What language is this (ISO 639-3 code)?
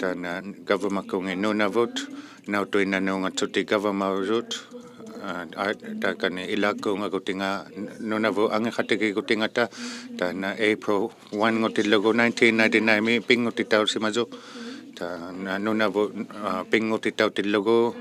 iku